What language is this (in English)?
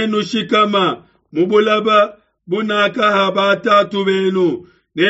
Luba-Lulua